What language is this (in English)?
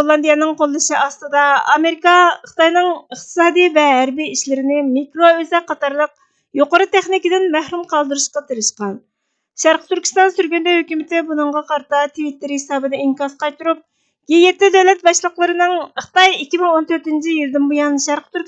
Uyghur